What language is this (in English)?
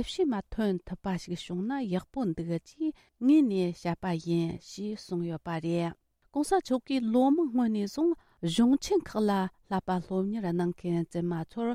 Tibetan